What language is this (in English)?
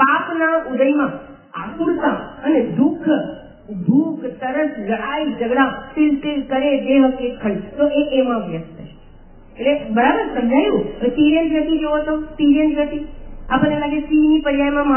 Gujarati